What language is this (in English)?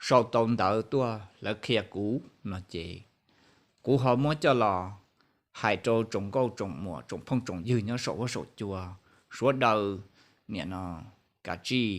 Hmong